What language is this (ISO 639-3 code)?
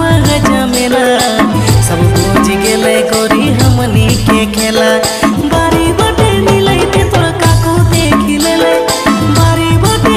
bho